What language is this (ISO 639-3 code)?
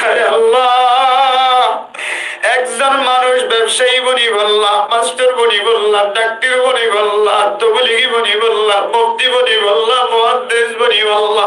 rhg